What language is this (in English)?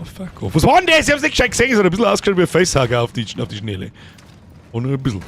Bavarian